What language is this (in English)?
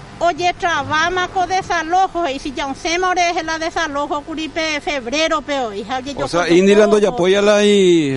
Guarani